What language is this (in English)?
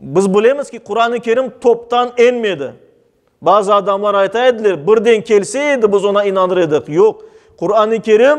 Crimean Tatar